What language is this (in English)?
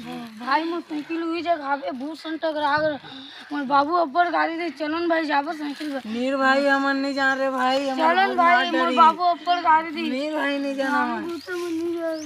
Chhattisgarhi